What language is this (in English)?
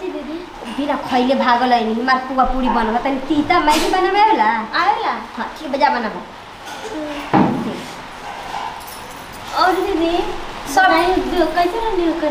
Bhojpuri